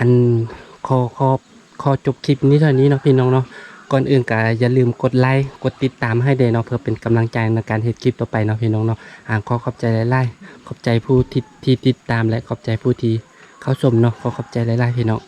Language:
Lao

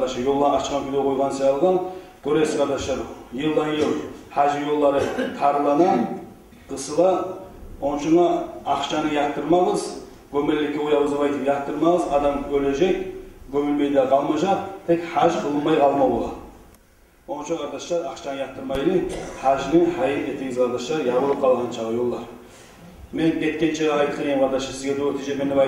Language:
Kumyk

